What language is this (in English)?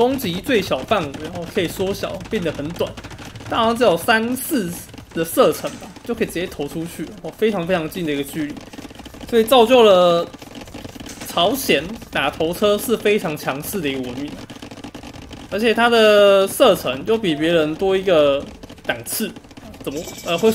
Chinese